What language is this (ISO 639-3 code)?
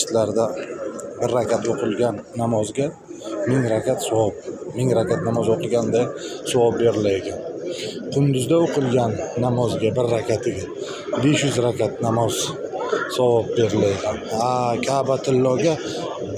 uzb